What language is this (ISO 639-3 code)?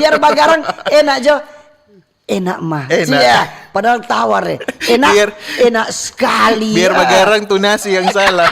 xmm